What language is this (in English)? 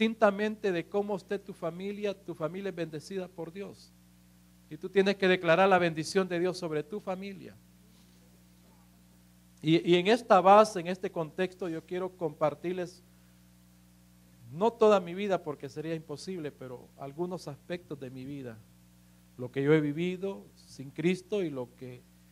Spanish